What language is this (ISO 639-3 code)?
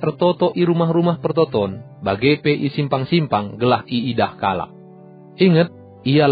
btx